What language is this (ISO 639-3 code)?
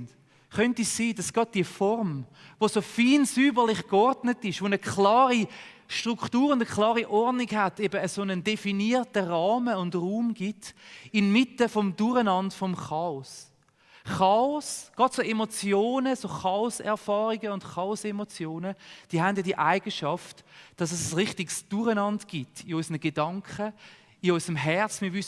gsw